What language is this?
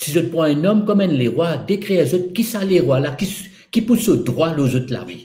Morisyen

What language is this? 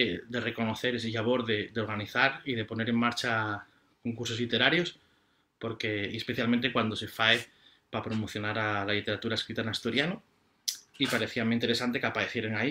Asturian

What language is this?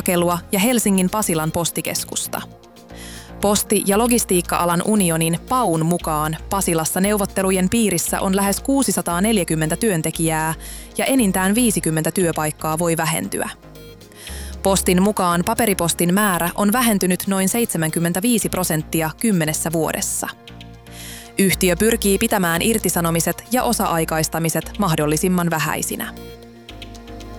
Finnish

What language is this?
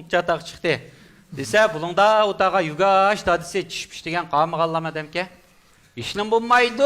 Uyghur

